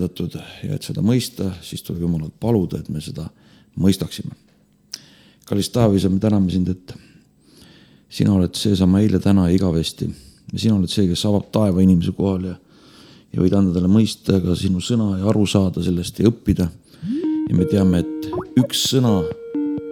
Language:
Estonian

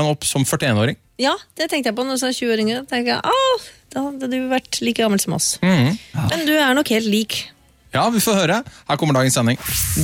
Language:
Norwegian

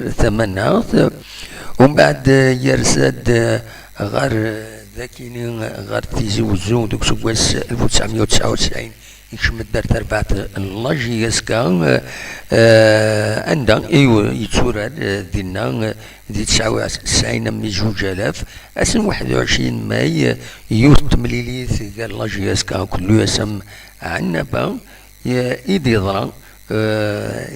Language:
Kabyle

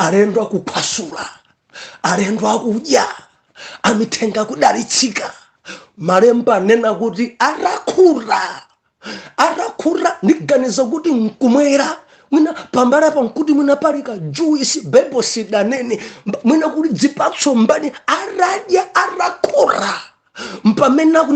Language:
Nyanja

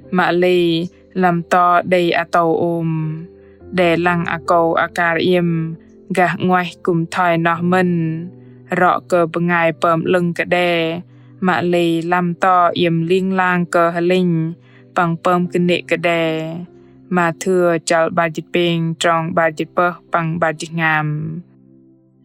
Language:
Bahnar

